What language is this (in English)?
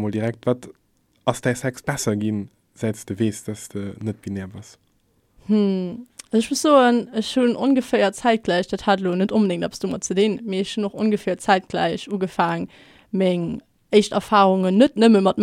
Luxembourgish